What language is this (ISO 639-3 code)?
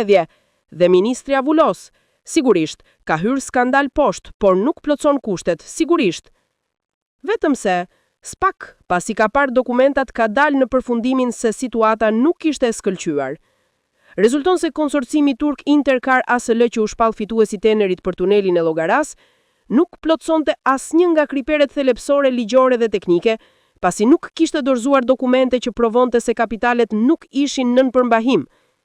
sqi